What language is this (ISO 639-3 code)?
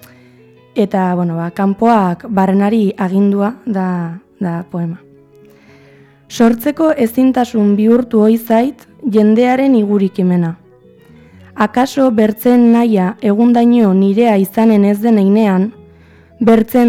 eus